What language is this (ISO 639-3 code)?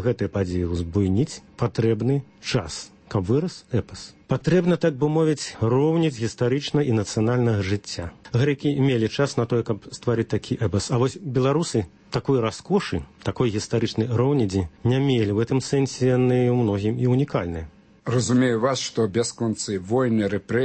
bel